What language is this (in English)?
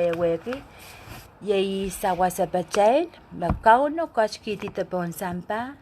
Pohnpeian